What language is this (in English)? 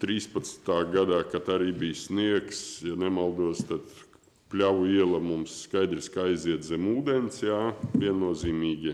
Latvian